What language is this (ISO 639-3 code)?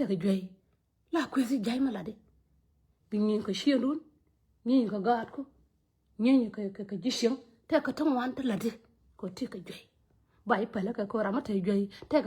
nus